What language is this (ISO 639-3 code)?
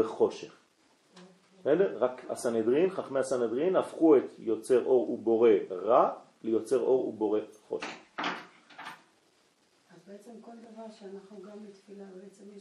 heb